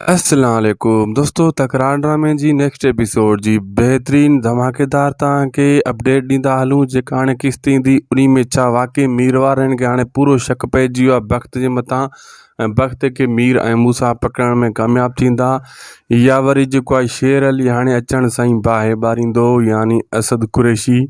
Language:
Sindhi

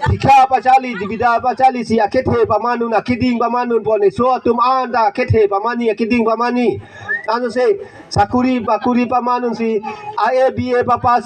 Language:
Karbi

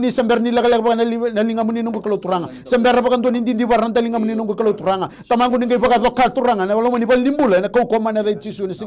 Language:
Fijian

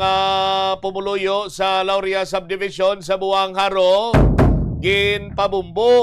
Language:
Hiligaynon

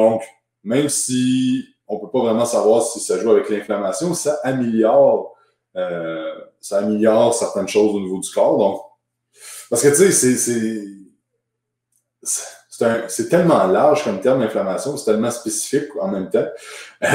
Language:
French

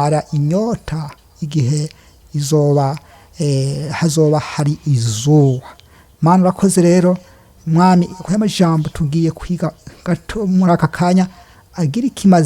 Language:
Rundi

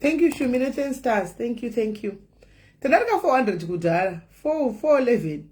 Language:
Shona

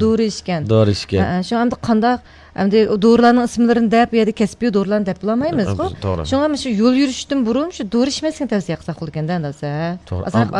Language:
Uyghur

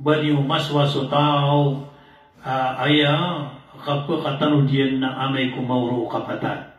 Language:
Maranao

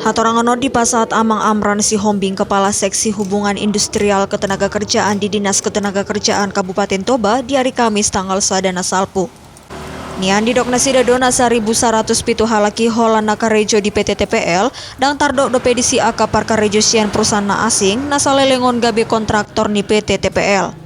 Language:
Batak Toba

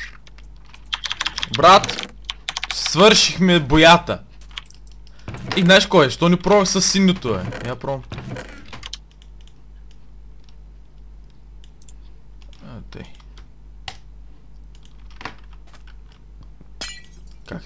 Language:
Bulgarian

